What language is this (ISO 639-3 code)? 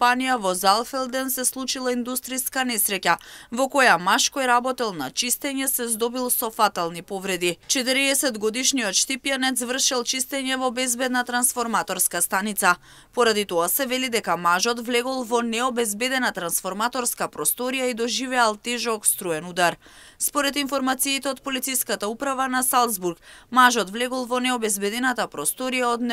mkd